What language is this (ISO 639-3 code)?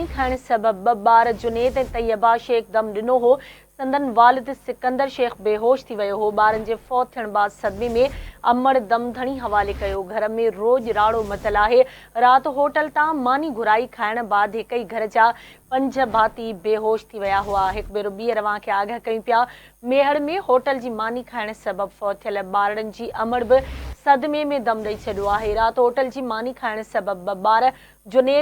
snd